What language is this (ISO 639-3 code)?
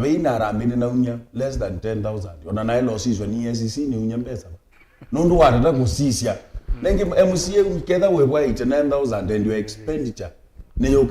kam